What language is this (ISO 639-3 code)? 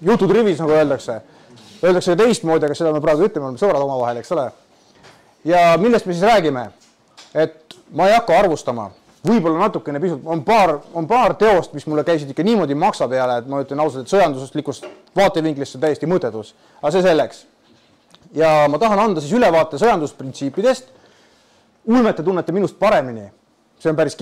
est